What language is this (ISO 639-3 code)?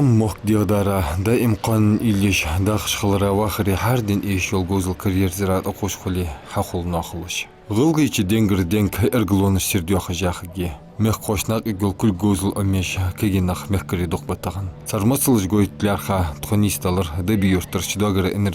inh